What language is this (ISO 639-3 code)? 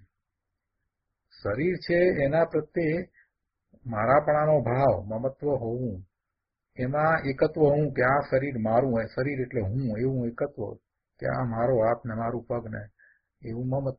guj